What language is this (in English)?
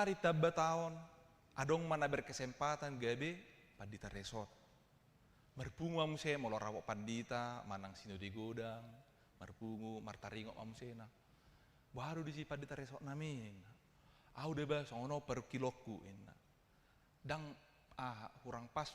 Batak Toba